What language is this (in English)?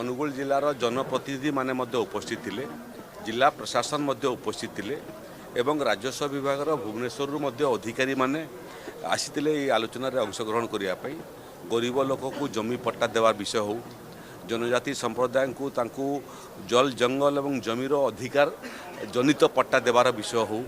Odia